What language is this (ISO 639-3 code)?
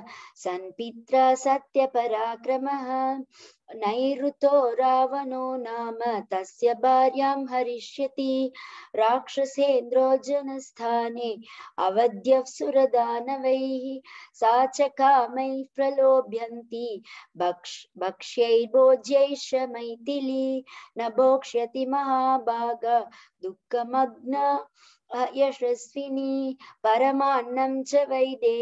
san